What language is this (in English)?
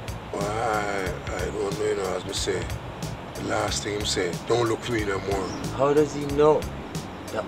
Jamaican Creole English